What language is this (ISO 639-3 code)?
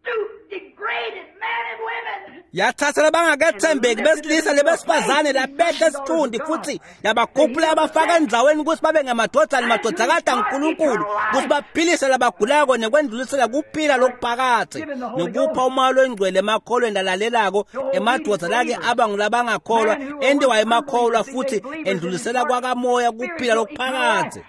ssw